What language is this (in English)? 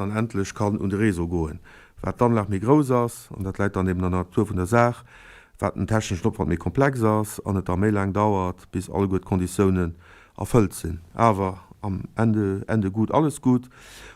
Luxembourgish